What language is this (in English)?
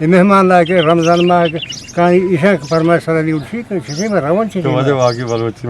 Eastern Balochi